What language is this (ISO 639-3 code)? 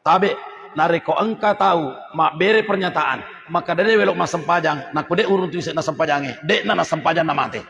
bug